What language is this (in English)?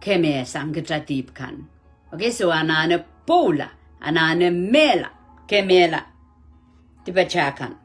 Pohnpeian